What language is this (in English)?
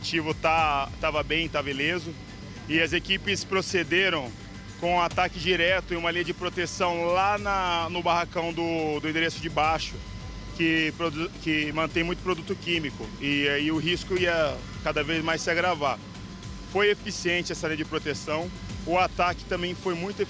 Portuguese